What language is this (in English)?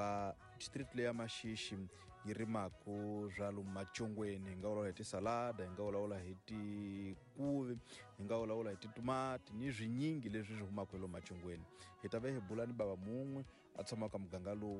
Tsonga